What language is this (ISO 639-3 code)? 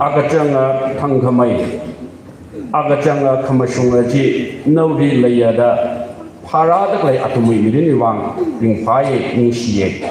nmf